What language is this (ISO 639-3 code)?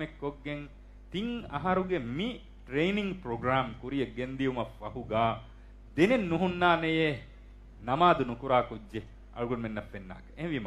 div